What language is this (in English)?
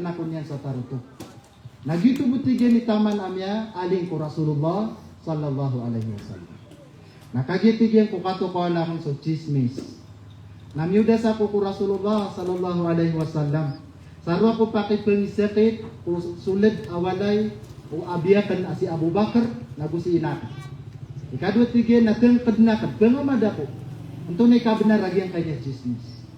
Maranao